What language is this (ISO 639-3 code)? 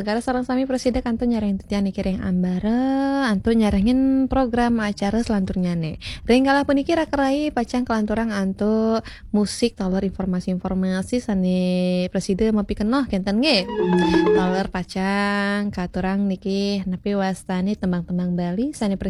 ban